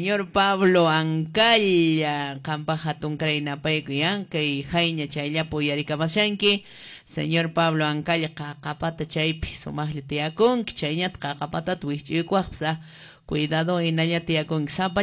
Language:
Quechua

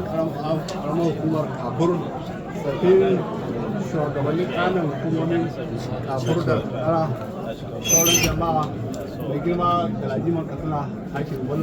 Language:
Hausa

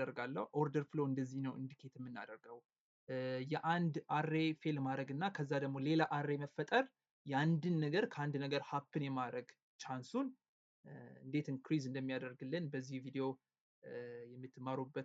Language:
Amharic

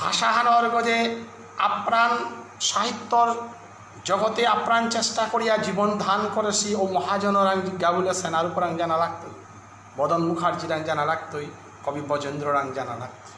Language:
Bishnupriya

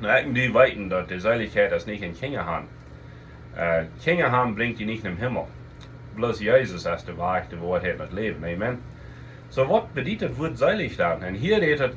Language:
Plautdietsch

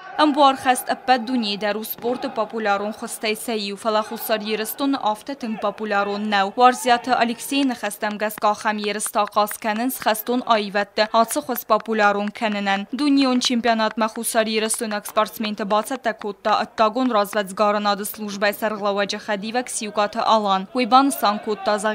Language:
Ossetic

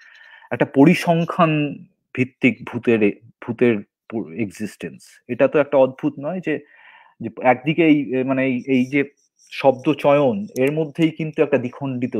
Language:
Bangla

